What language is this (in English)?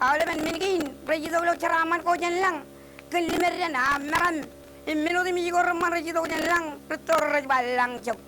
Marshallese